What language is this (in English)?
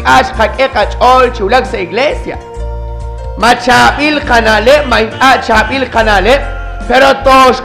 Kekchí